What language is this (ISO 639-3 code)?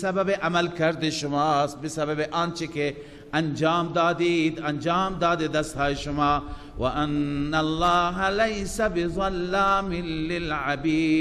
fas